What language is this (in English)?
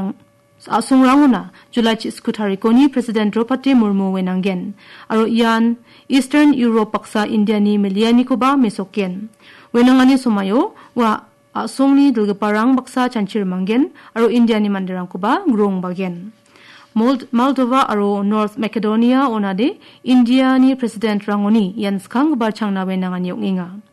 Garo